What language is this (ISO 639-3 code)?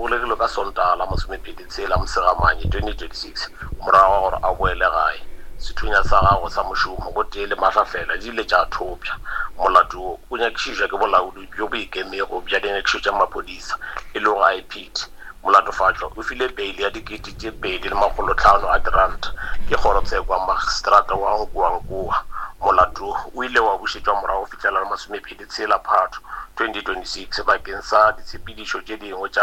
nso